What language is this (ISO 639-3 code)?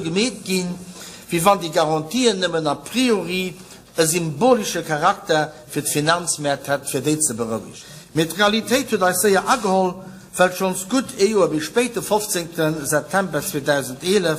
ltz